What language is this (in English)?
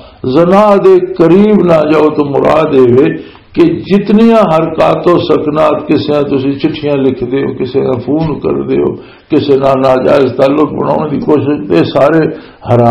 Western Panjabi